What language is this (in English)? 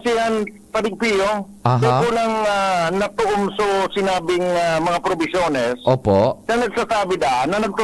Bikol